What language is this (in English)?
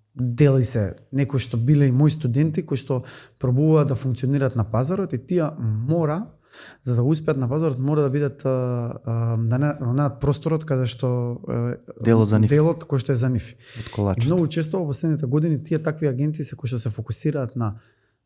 Macedonian